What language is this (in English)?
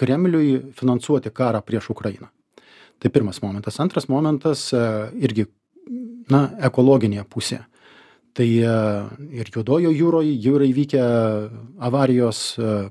Lithuanian